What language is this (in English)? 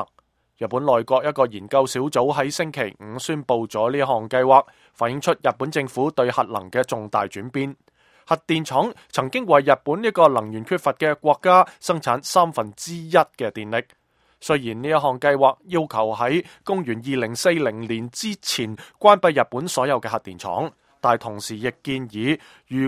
Cantonese